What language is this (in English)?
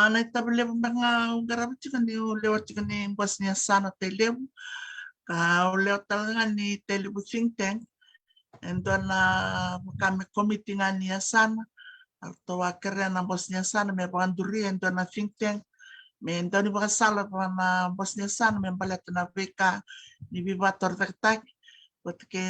Fijian